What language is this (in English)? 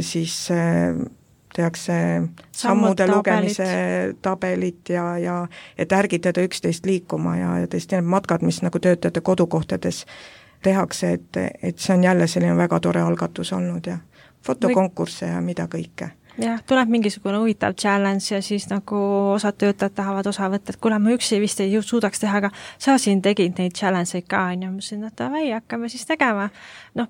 Estonian